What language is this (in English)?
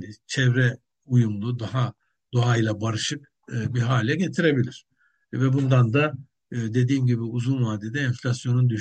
Turkish